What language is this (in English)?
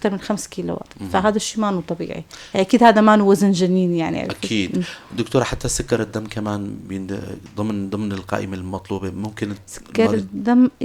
North Levantine Arabic